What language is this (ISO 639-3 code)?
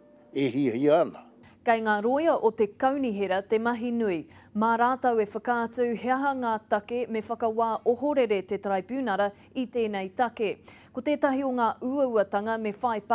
mri